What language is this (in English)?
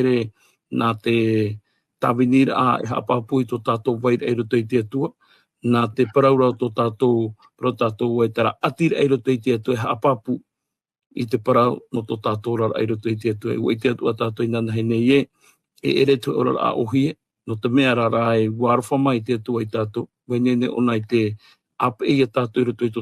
Tahitian